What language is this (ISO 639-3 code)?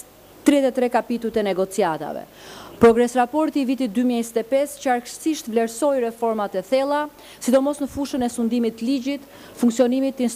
sqi